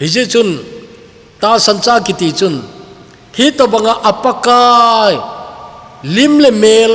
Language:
Thado Chin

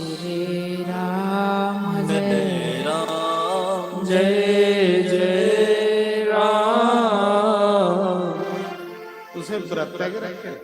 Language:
Dogri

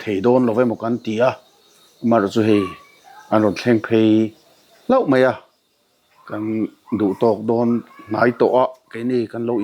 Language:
Mizo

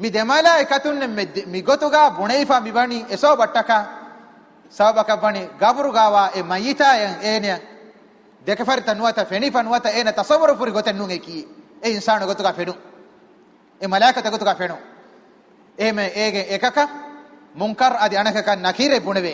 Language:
Divehi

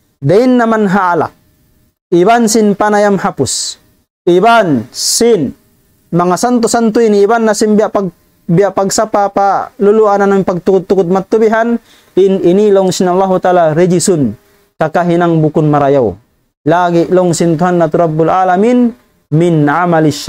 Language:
Tausug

